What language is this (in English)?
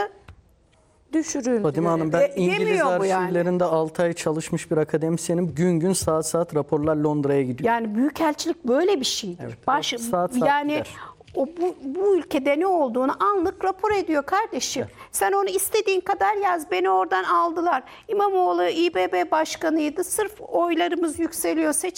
Turkish